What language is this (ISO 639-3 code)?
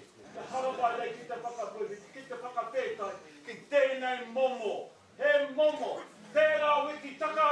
mri